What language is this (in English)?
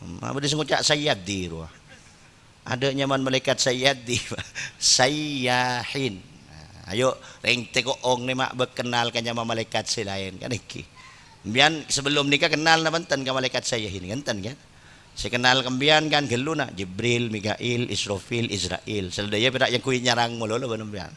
Madurese